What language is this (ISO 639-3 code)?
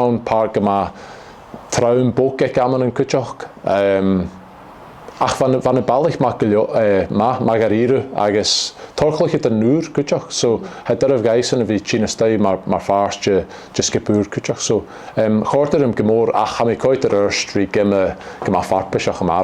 gla